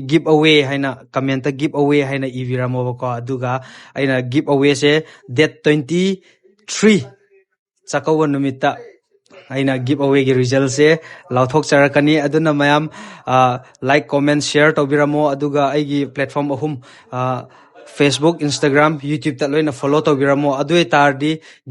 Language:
Manipuri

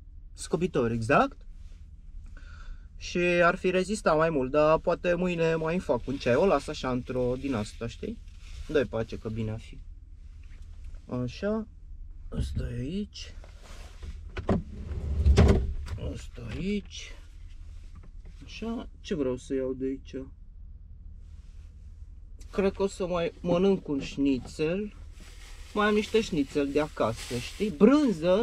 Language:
Romanian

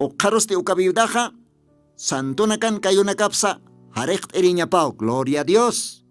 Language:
Aymara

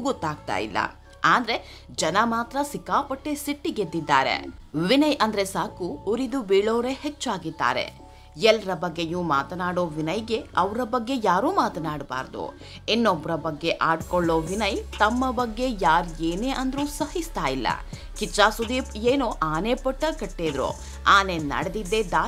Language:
Kannada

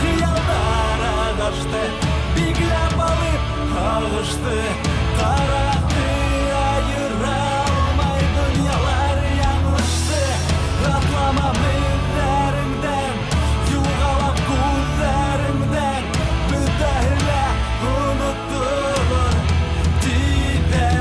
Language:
Bashkir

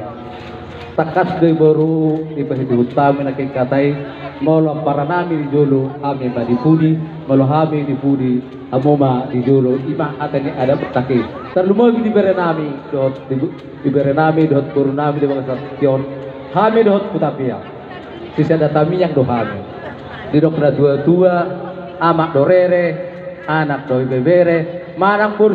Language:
Batak Toba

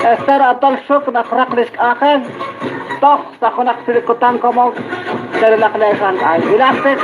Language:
Kekchí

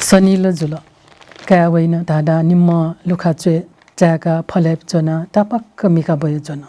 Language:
Newari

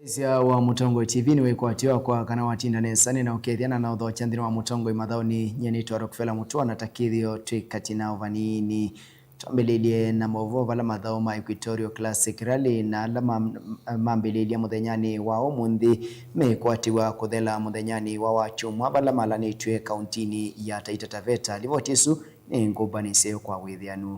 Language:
Kamba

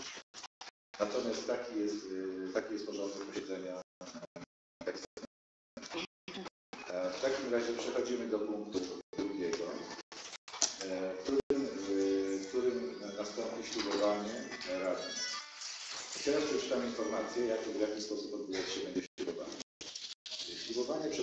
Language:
Polish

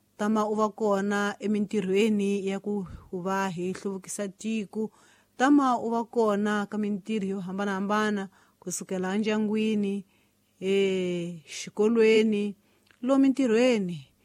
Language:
Tsonga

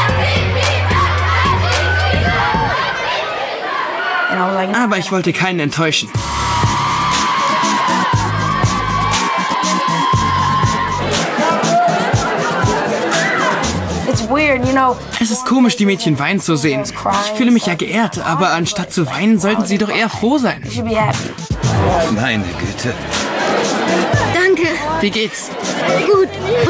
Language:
German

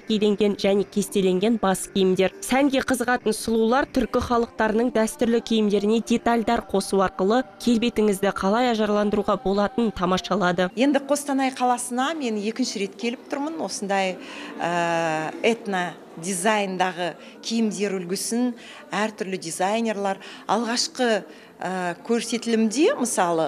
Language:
Kazakh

